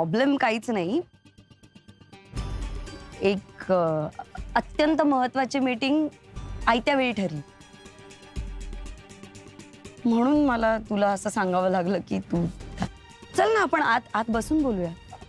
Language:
Marathi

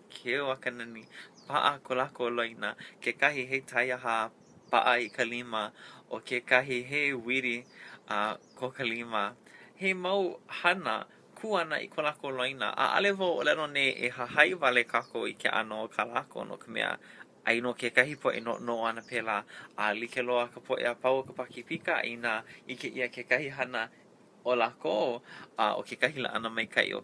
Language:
Hawaiian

